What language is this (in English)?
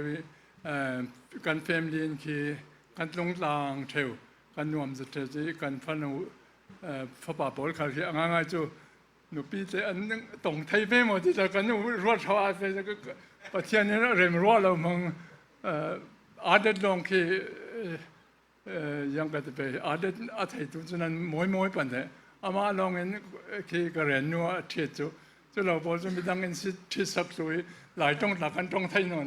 Falam Chin